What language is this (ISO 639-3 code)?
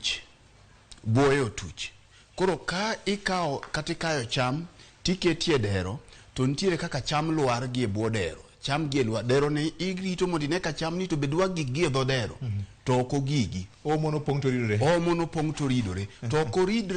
luo